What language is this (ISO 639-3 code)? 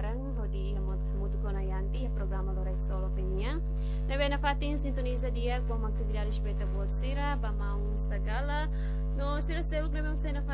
tet